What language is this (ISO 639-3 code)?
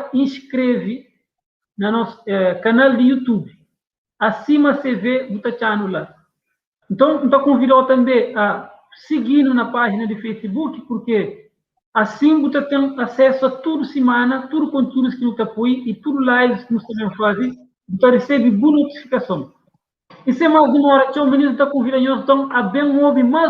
kea